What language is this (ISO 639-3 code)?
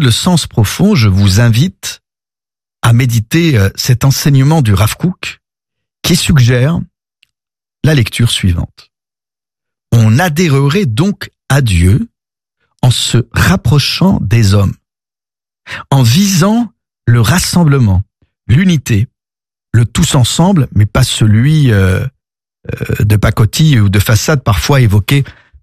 fra